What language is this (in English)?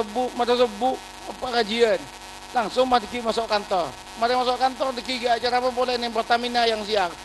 Madurese